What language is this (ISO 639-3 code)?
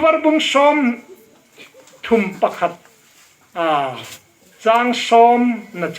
hmr